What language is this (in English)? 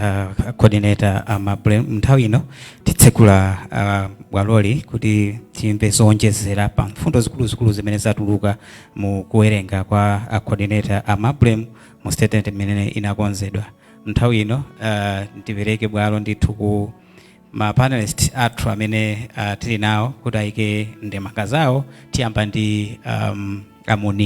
Nyanja